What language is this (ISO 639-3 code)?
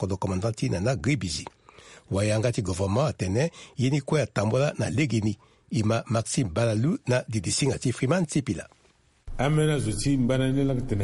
sag